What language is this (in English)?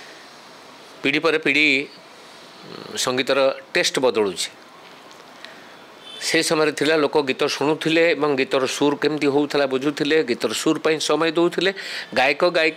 Odia